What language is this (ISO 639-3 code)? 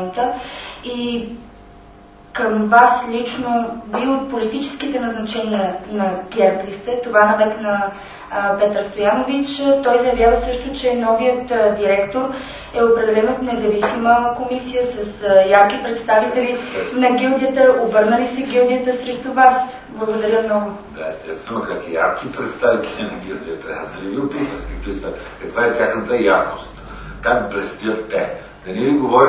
bul